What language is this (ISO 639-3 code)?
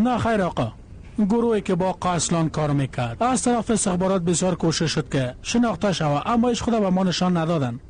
fas